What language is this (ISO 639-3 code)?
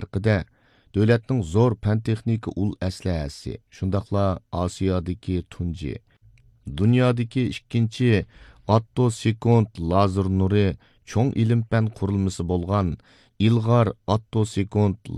uig